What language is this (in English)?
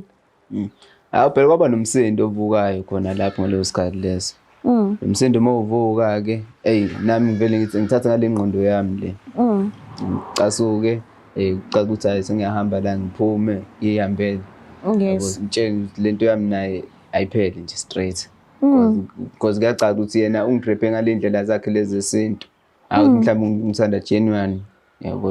Zulu